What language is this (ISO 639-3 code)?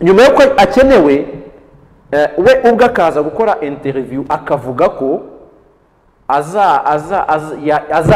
kin